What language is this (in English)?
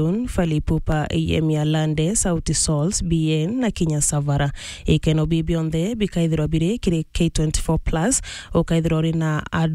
Meru